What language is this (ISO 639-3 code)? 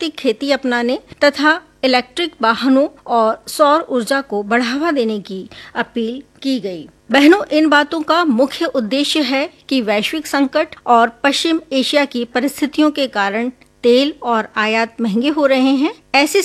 hin